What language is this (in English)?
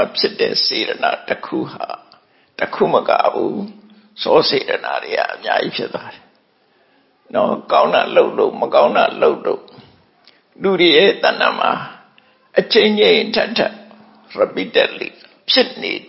Burmese